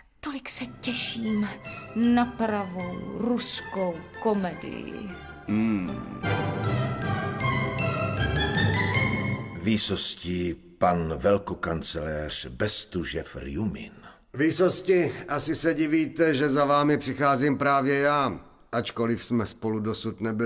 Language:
Czech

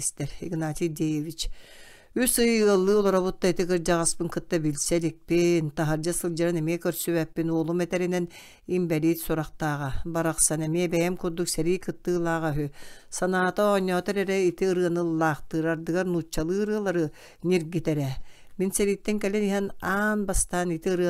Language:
Yakut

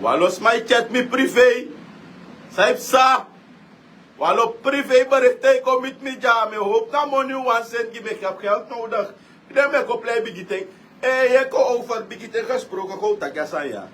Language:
Sranan Tongo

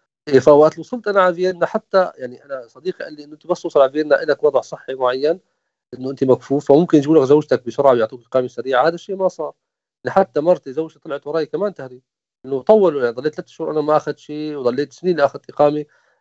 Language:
North Levantine Arabic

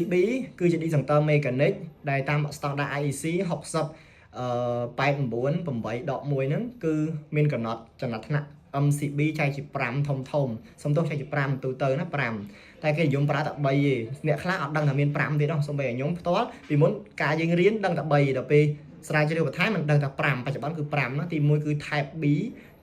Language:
Khmer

